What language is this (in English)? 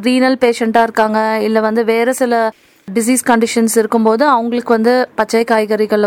Tamil